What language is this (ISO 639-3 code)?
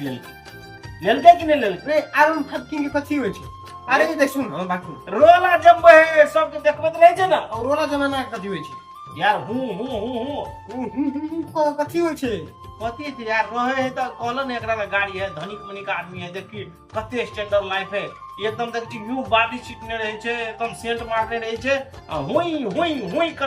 mai